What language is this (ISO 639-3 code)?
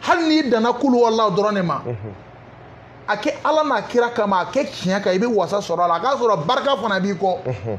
bam